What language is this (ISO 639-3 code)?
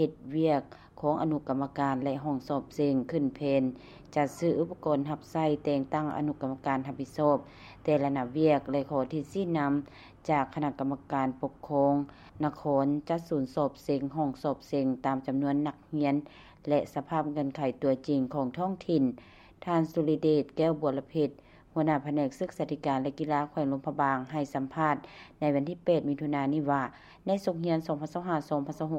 lao